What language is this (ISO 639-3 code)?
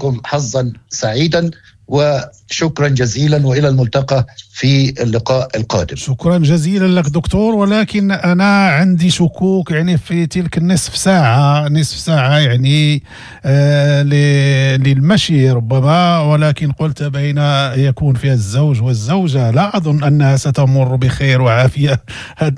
ary